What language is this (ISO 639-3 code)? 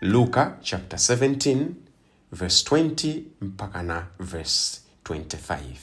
nya